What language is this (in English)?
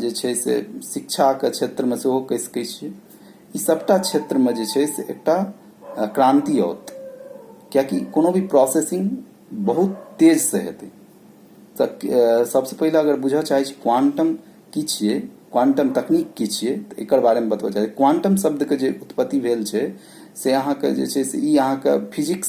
Maithili